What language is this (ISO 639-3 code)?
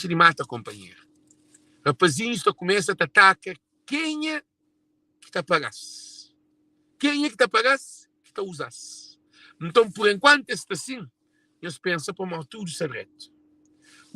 kea